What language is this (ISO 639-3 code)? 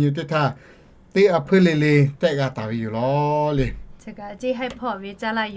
lhu